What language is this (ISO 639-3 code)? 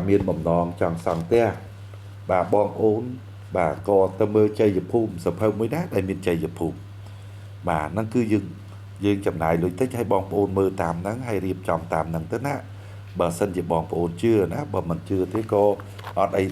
khm